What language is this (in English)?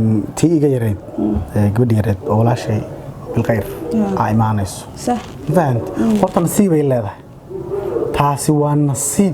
Somali